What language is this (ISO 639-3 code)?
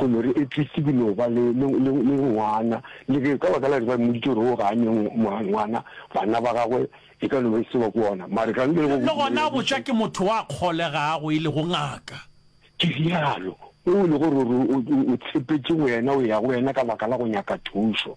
nso